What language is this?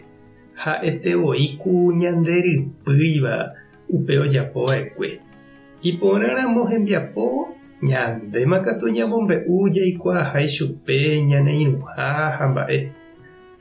Guarani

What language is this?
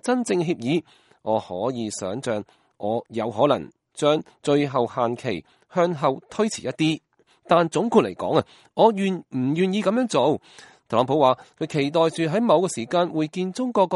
Cantonese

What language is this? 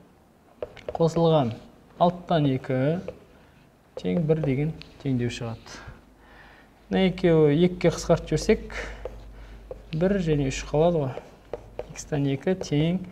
Kazakh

